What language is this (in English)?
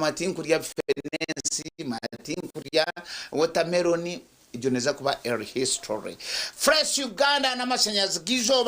Nyankole